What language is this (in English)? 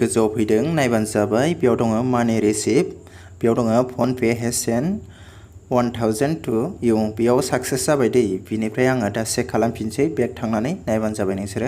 Bodo